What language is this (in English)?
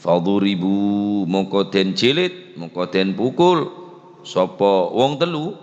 Madurese